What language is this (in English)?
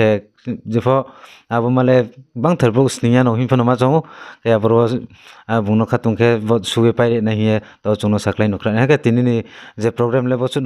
Riang (India)